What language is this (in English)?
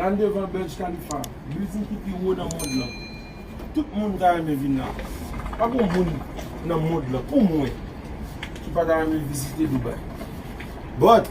Haitian Creole